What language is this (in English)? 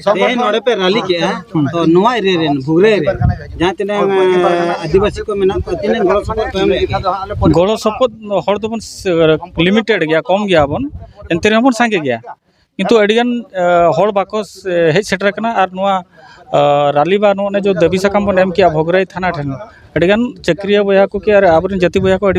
Santali